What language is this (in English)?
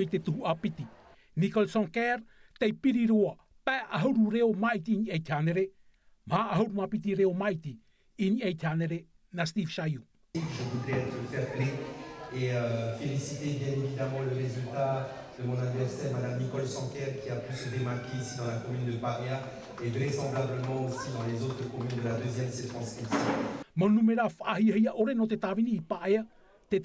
Tahitian